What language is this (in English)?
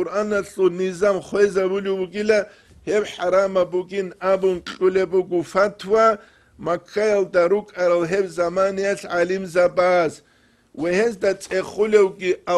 Avaric